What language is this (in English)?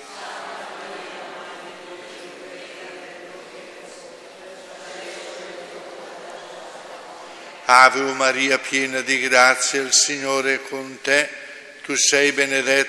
Italian